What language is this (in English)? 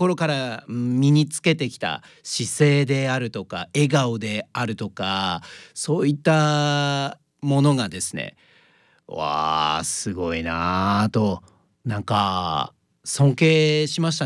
Japanese